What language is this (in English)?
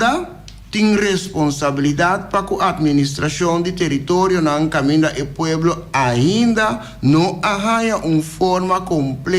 Papiamento